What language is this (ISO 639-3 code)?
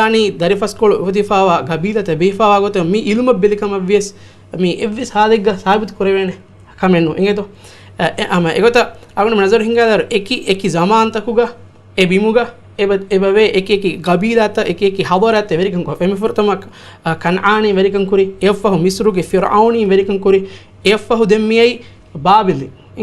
div